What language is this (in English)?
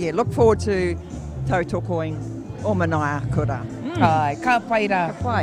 Māori